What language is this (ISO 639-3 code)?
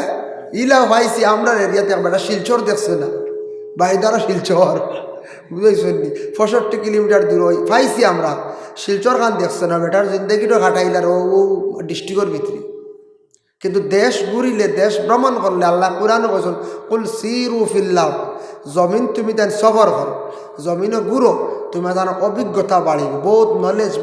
syl